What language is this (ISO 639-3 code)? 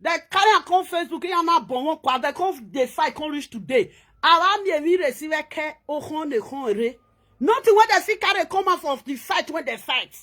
pcm